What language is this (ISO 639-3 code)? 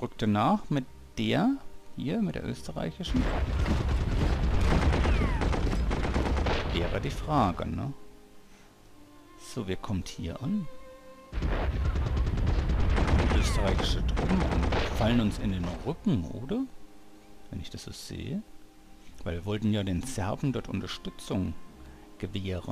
deu